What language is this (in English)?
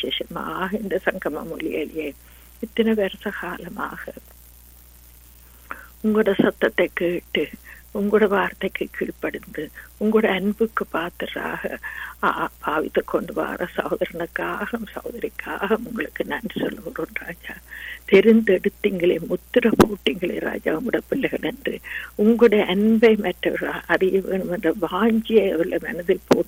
Tamil